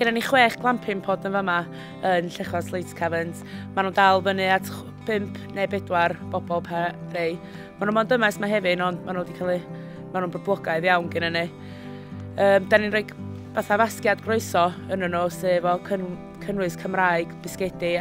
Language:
Welsh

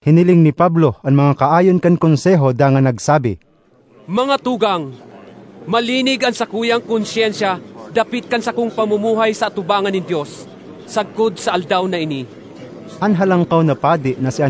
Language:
Bikol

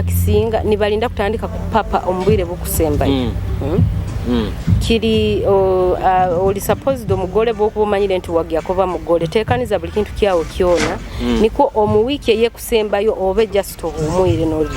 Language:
Nyoro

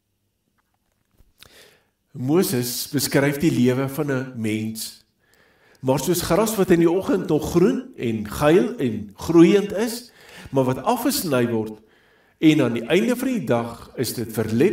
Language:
Afrikaans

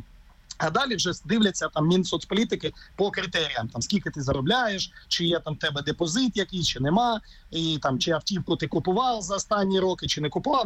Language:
Ukrainian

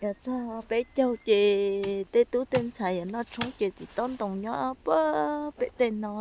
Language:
Hmong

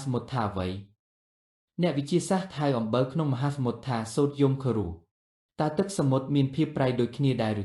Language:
Khmer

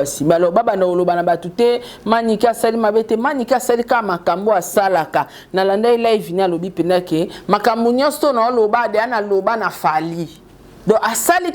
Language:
Lingala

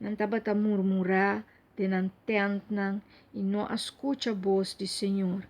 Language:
Papiamento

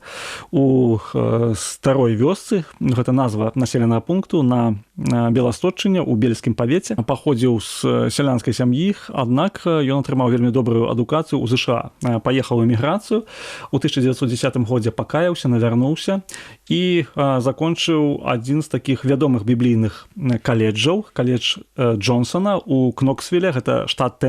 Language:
Belarusian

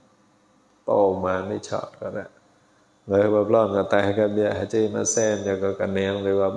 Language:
Vietnamese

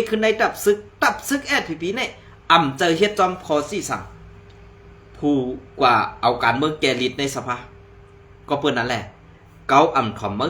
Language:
Shan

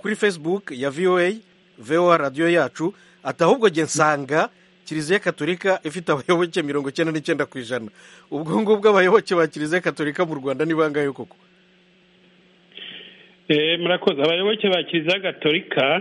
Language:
Kinyarwanda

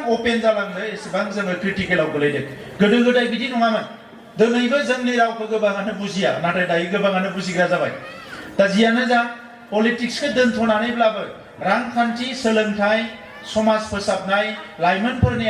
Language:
Bodo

